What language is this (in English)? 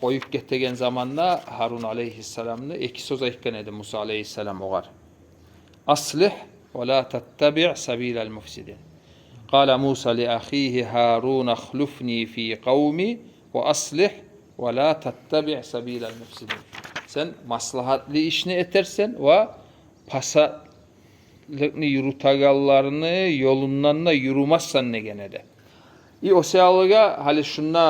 Kumyk